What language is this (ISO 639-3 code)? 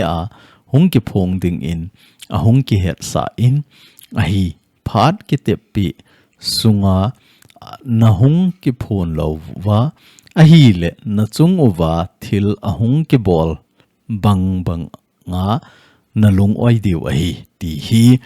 tcz